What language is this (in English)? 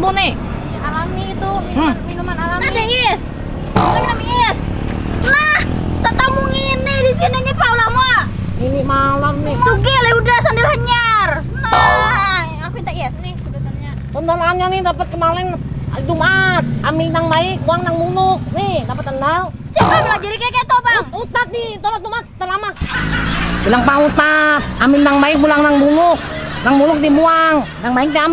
Banjar